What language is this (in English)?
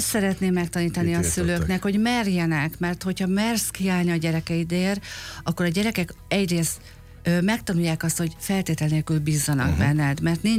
Hungarian